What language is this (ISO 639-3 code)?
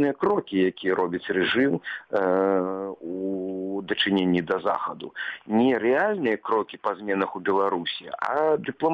bel